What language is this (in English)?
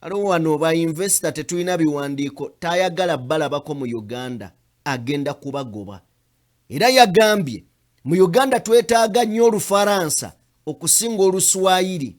Ganda